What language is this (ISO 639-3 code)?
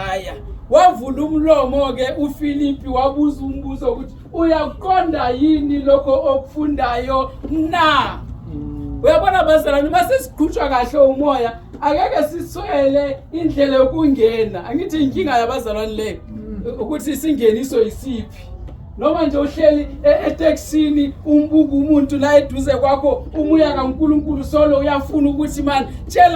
zul